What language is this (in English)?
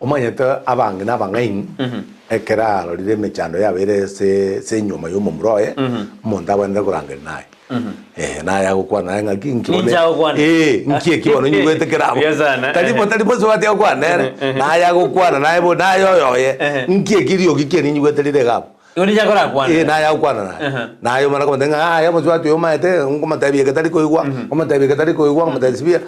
Gusii